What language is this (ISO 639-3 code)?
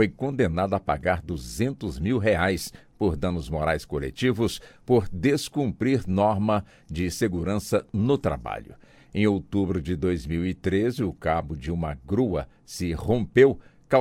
por